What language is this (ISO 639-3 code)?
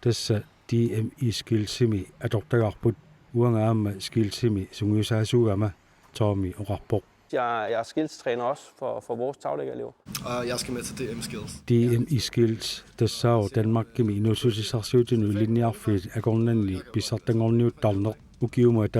kal